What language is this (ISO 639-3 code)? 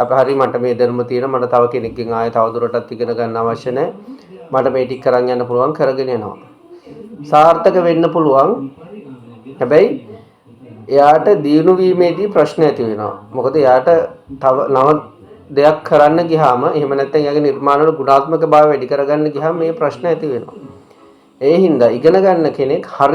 sin